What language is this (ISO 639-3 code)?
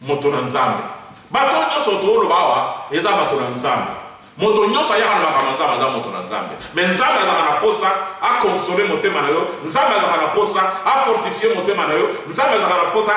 lin